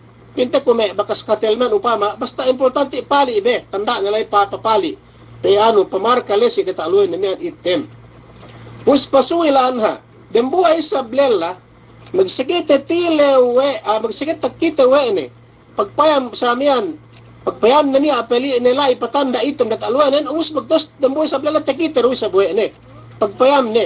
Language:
Yakan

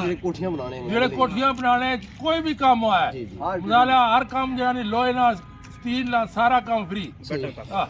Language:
Pahari-Potwari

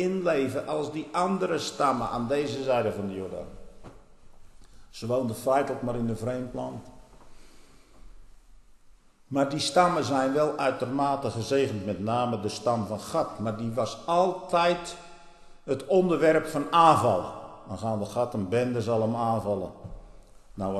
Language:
Dutch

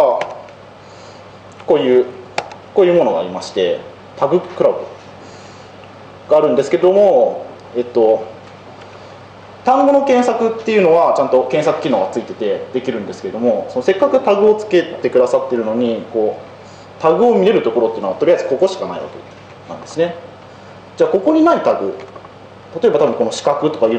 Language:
Japanese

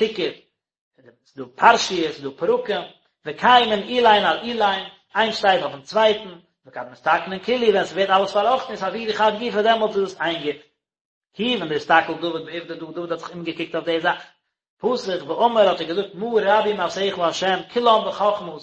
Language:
Yiddish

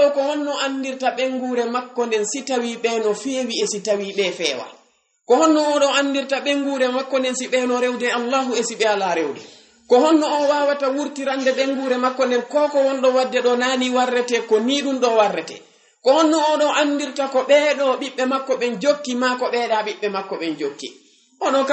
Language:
Fula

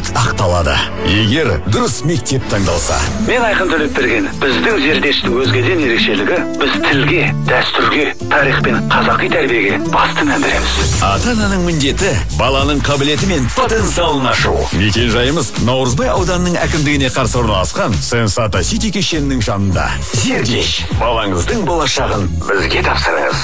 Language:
Kazakh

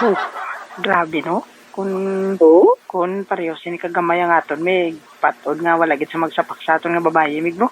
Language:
Hiligaynon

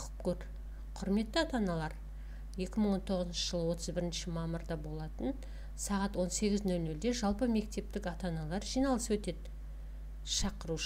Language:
Kazakh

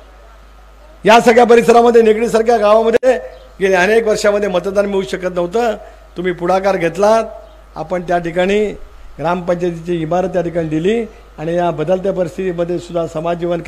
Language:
Marathi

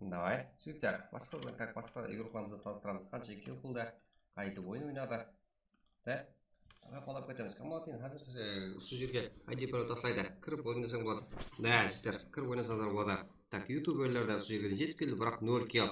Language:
Kara-Kalpak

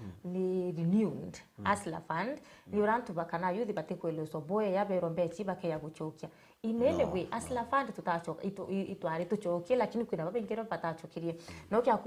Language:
Meru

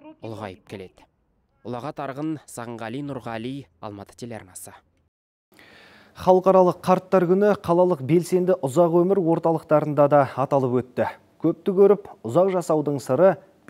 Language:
Kazakh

